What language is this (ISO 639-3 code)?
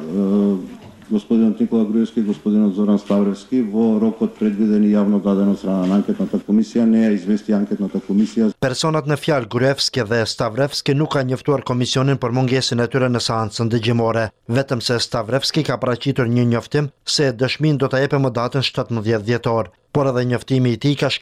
sqi